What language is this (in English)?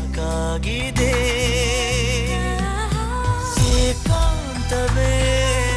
Kannada